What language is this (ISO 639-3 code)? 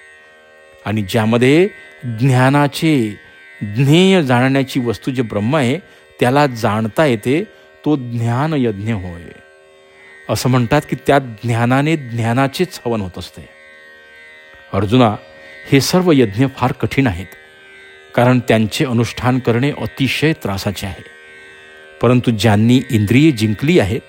mar